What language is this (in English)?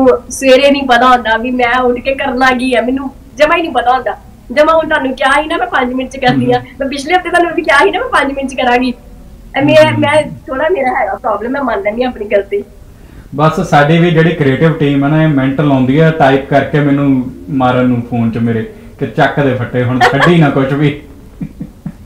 Punjabi